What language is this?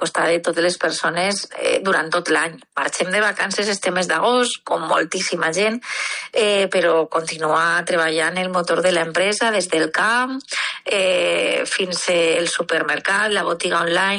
Catalan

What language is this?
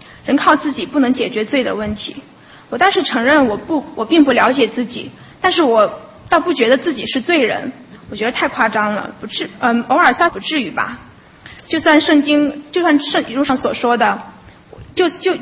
Chinese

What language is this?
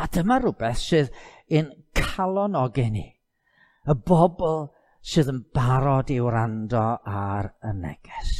Welsh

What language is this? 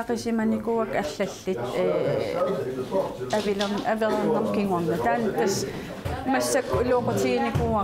Kalaallisut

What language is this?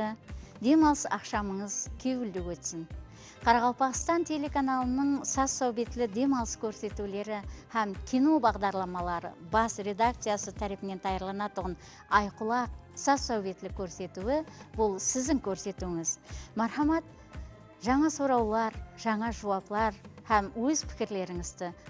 Kara-Kalpak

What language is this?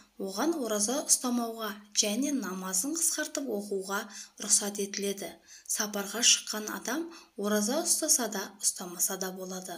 Kazakh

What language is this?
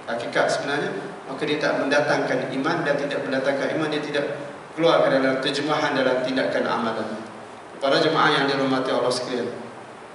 Malay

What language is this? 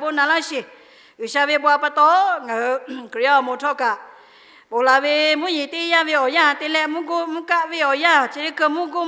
Lahu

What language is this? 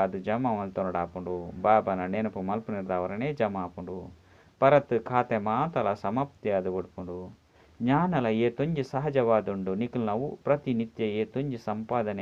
Tulu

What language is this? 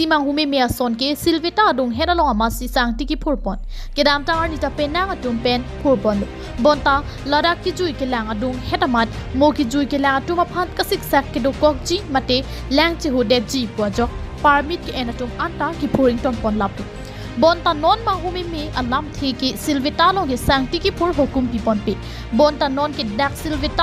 Karbi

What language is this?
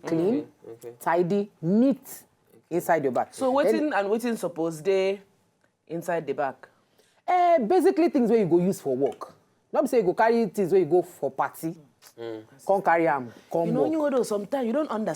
Nigerian Pidgin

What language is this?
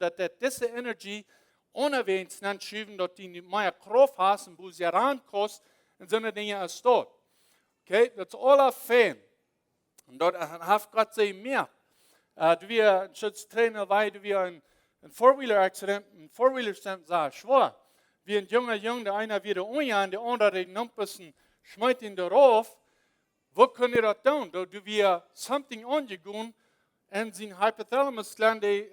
Plautdietsch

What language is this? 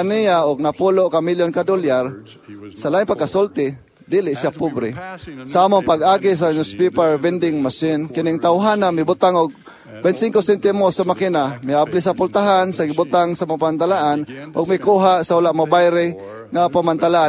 Cebuano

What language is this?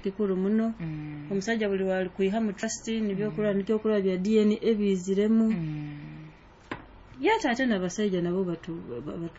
Nyoro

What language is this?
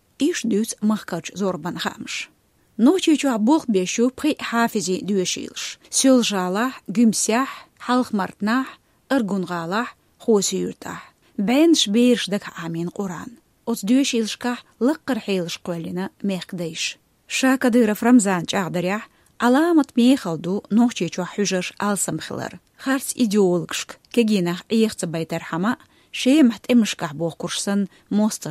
Chechen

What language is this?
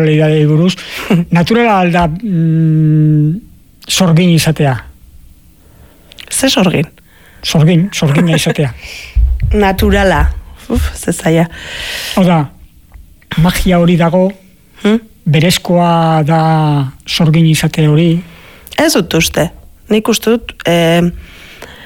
Basque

